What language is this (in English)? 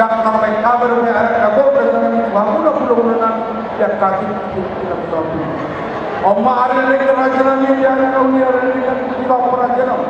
Batak Toba